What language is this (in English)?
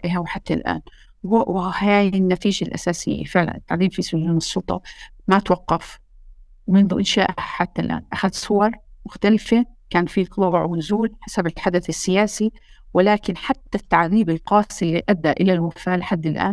North Levantine Arabic